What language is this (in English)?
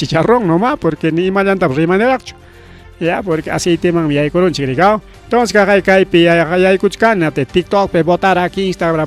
Ayacucho Quechua